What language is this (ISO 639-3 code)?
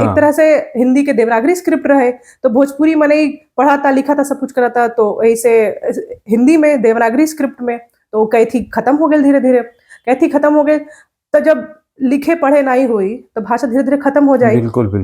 bho